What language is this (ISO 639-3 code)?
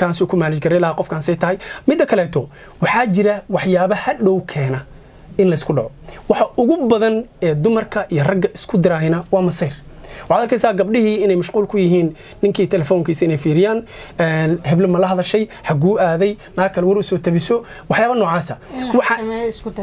som